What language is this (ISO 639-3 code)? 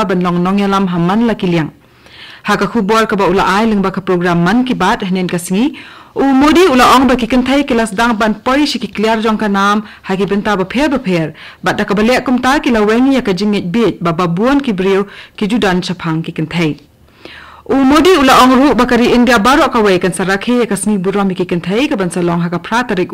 kha